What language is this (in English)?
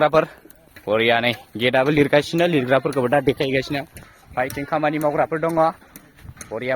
Bodo